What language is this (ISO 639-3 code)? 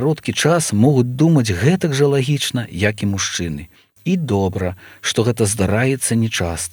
bel